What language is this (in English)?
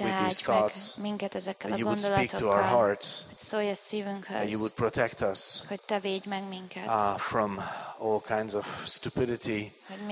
Hungarian